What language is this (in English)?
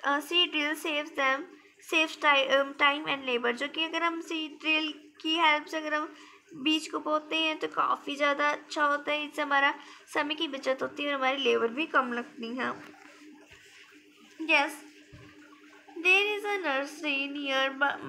Hindi